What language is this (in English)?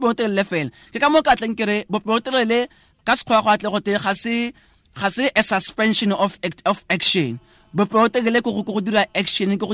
Tswana